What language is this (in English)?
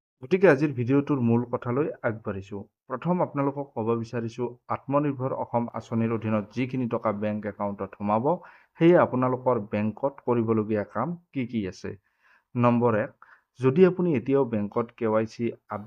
Assamese